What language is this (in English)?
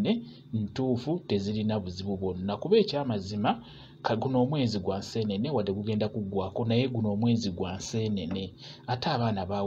Ganda